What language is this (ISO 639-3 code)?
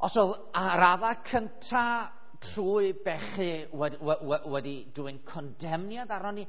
cym